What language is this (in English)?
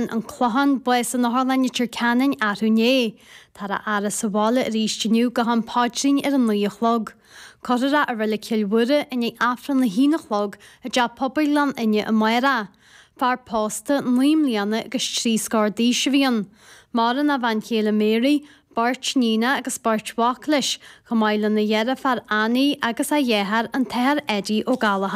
Irish